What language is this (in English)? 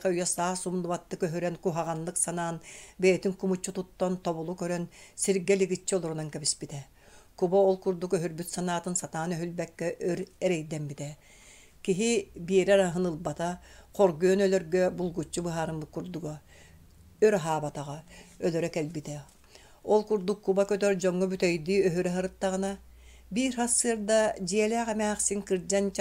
Yakut